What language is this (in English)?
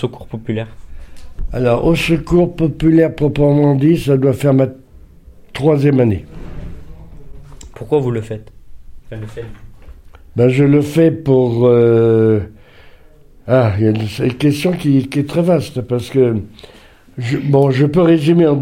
French